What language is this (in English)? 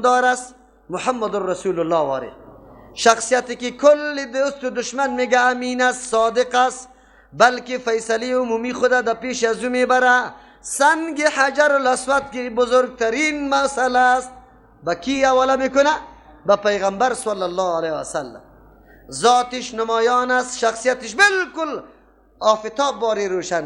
Persian